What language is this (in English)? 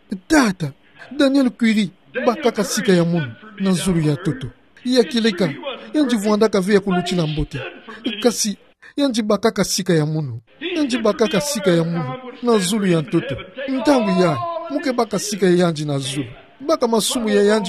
Kituba (Democratic Republic of Congo)